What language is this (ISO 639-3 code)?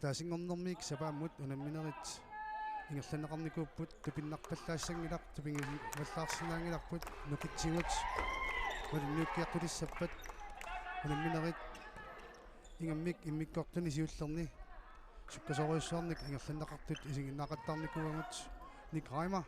kal